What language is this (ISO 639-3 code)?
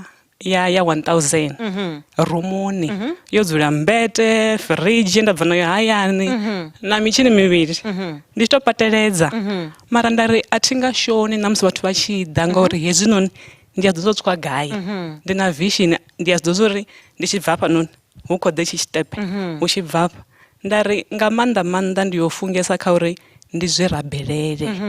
ven